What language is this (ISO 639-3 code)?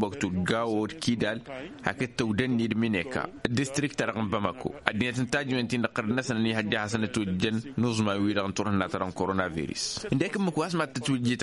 taq